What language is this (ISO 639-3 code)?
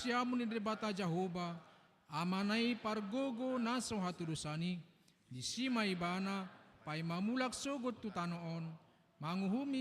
bbc